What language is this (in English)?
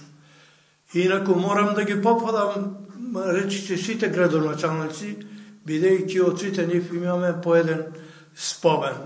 Macedonian